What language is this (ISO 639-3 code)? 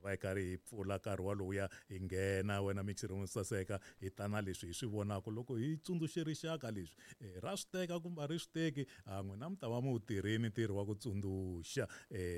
tso